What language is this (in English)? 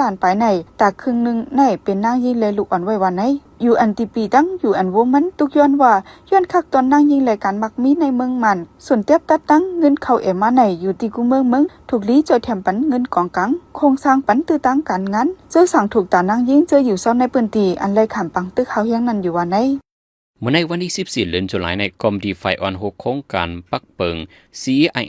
Shan